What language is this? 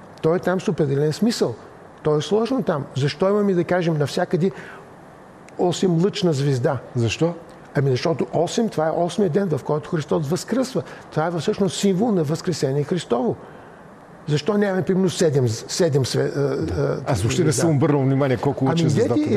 Bulgarian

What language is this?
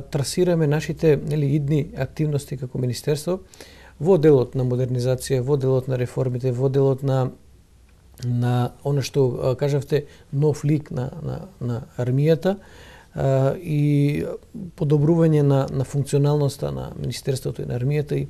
Macedonian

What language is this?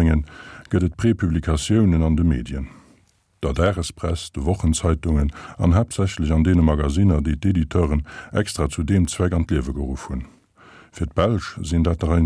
Luxembourgish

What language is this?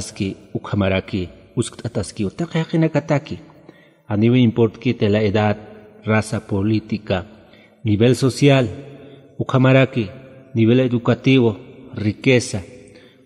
Aymara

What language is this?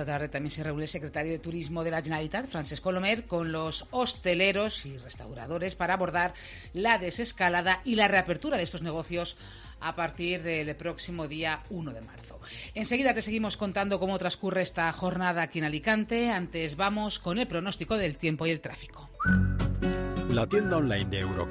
Spanish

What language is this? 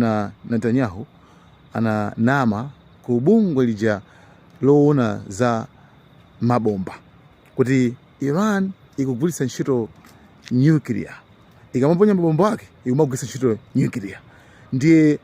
Nyanja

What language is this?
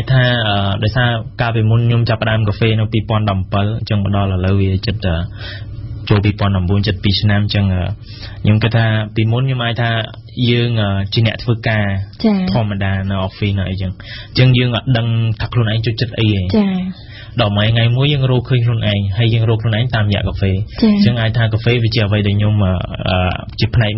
Khmer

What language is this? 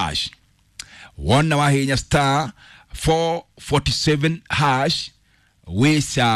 Kikuyu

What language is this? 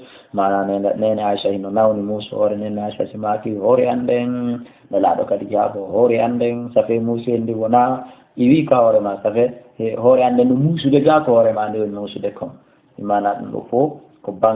Fula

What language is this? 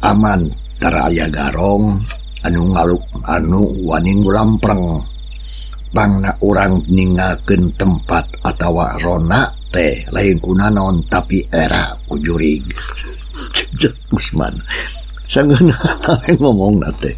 Sundanese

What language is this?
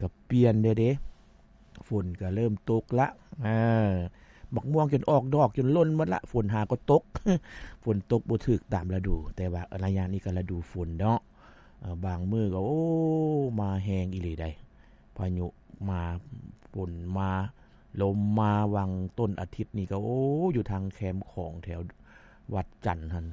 Lao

